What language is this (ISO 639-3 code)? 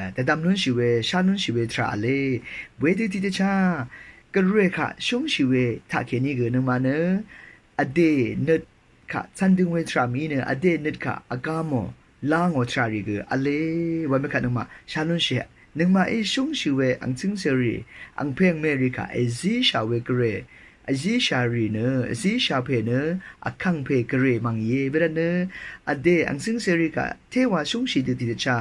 raw